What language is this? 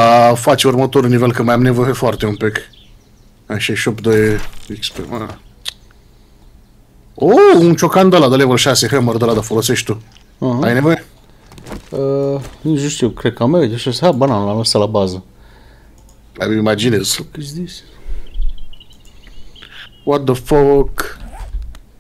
Romanian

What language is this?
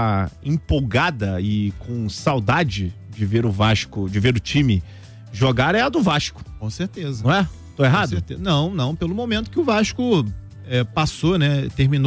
Portuguese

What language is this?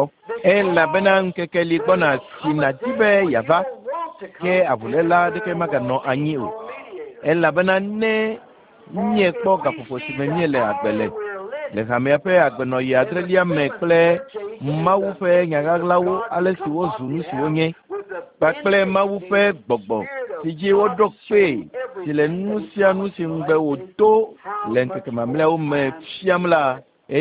Ewe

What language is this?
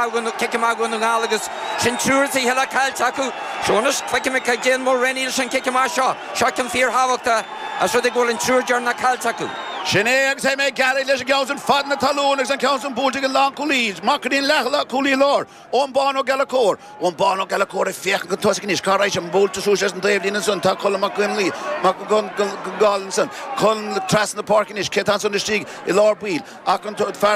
Irish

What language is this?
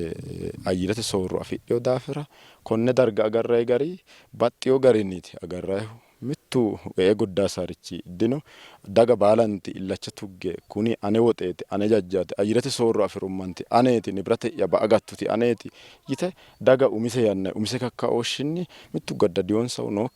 Sidamo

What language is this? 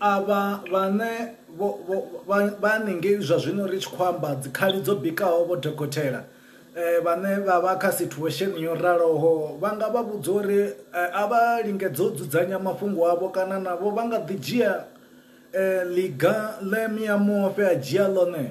Venda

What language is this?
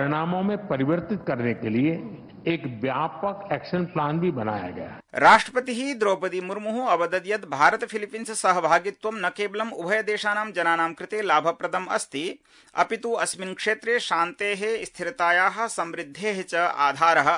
Sanskrit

